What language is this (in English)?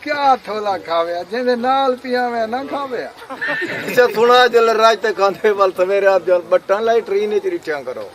Saraiki